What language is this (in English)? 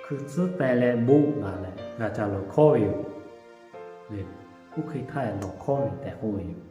Lahu